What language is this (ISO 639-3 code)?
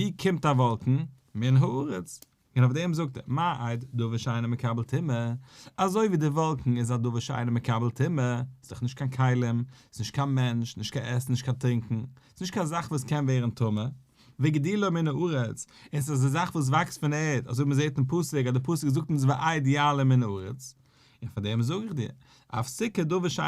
yid